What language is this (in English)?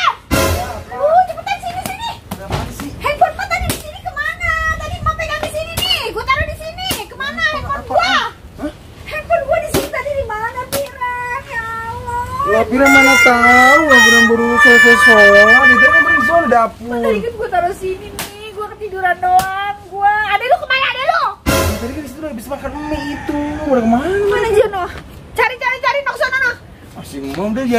Betawi